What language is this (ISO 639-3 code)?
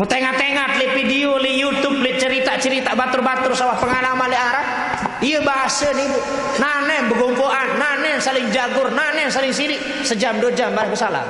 sas